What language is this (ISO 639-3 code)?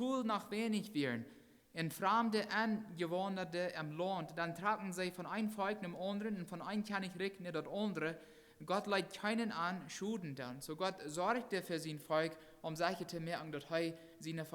pdt